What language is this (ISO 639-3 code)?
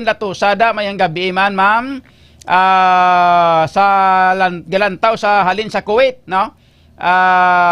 hil